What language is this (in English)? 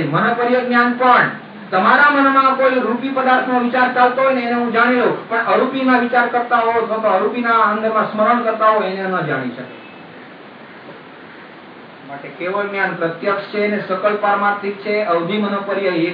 Gujarati